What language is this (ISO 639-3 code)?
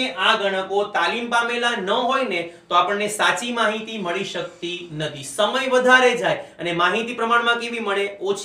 guj